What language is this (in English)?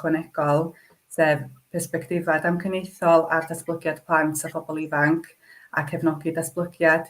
Welsh